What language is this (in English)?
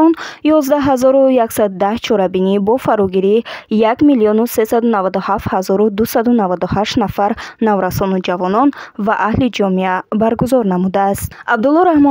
Tajik